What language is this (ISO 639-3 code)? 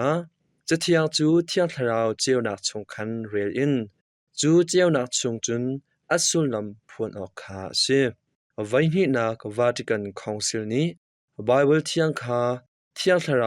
cnh